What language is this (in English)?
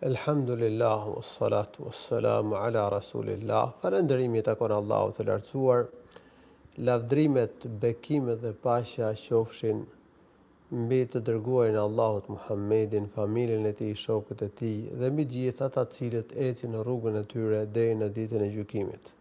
Albanian